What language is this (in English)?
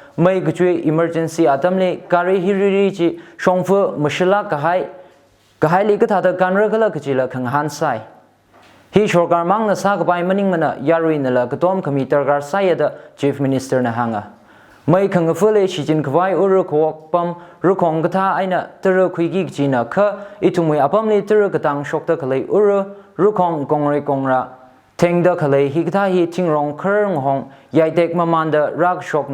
Tangkhul Naga (India)